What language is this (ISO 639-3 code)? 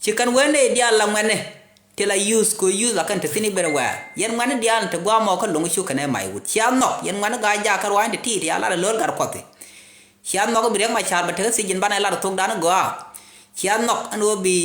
nus